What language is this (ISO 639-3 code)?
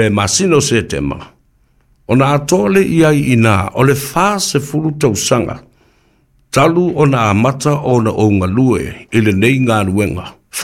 smo